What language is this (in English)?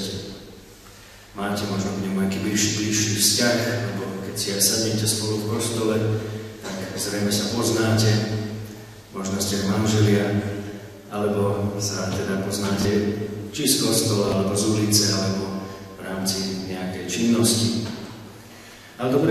Slovak